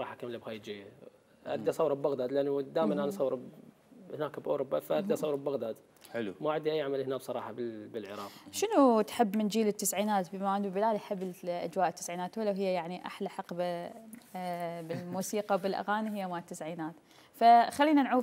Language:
Mesopotamian Arabic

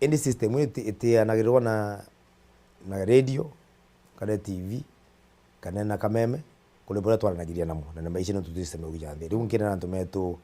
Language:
Meru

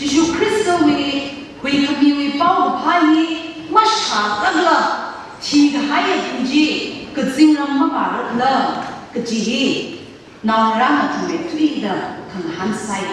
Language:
Tangkhul Naga (India)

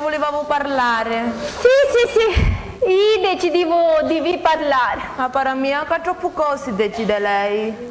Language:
Sicilian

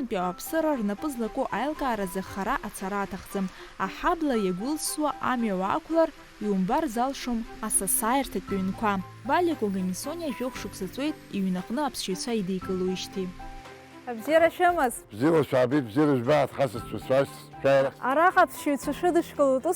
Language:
Abkhazian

